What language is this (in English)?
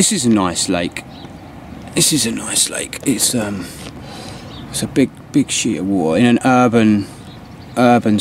English